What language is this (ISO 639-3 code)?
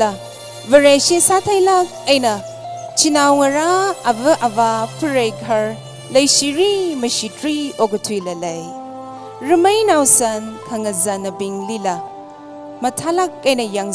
nmf